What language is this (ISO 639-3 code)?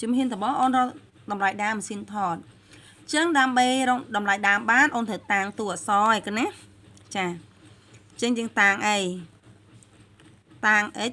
khm